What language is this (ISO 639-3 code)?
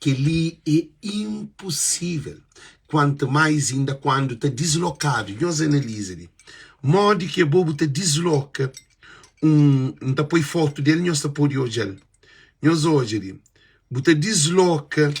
kea